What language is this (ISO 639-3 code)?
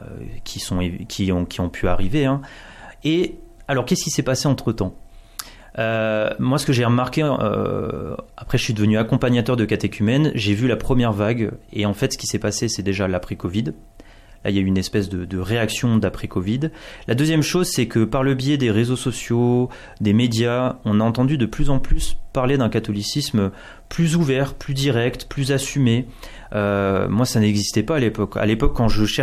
fra